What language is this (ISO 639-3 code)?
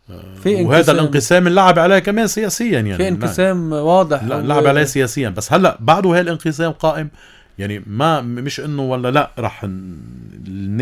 apc